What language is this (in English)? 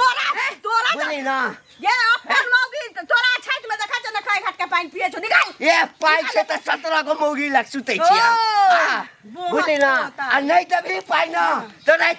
Maithili